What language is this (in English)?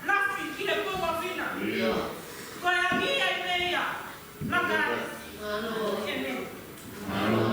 Tongan